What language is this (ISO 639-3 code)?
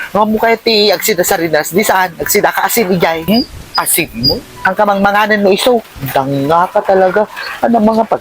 ilo